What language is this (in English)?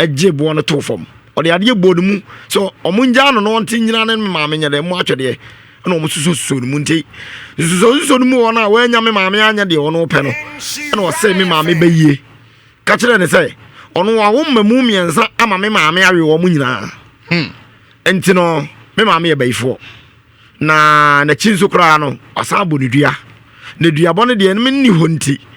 Akan